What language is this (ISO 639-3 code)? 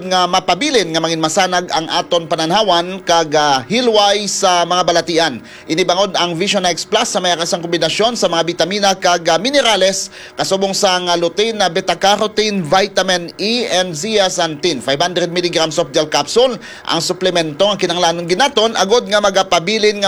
hil